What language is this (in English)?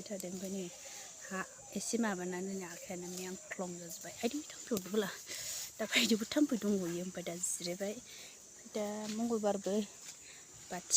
Bodo